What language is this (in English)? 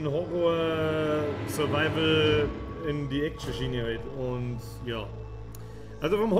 Bavarian